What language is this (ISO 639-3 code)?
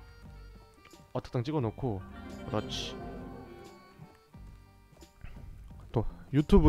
kor